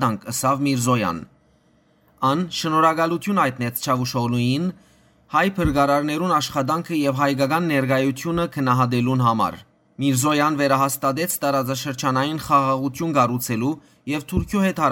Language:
Western Armenian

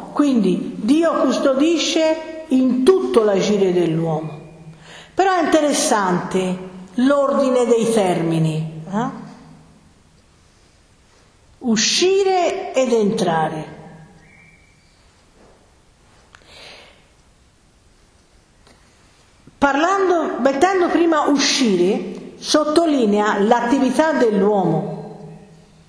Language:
Italian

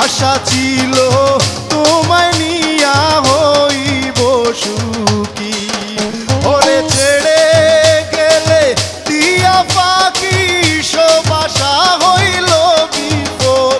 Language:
Sylheti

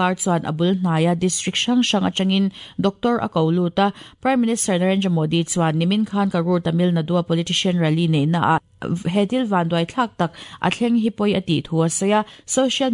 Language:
Mizo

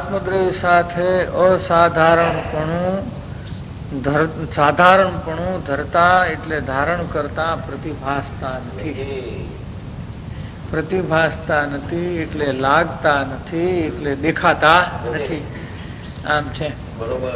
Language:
Gujarati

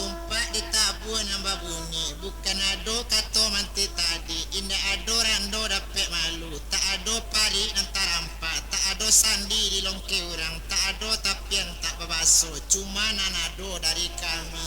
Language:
Minangkabau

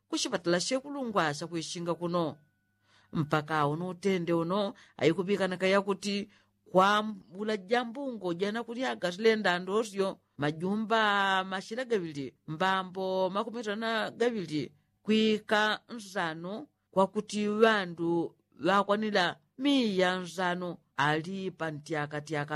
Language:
Yao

